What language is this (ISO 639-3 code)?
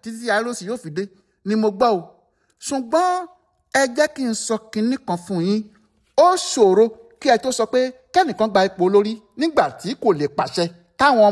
yor